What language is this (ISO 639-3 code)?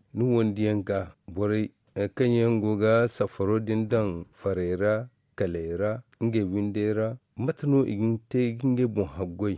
dje